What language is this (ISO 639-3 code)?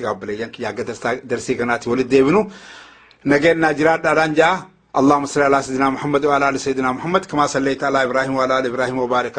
orm